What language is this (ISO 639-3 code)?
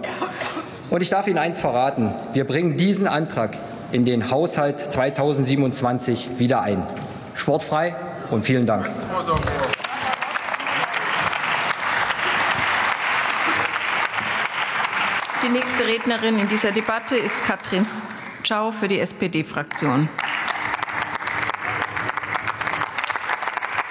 deu